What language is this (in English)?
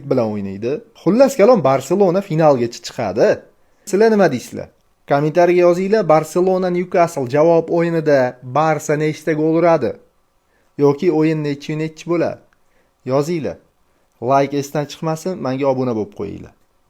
Uzbek